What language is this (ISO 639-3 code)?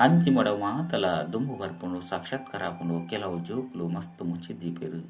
tcy